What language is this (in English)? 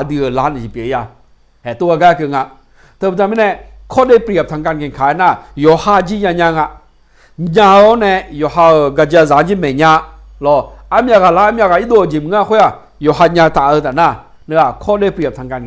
Akha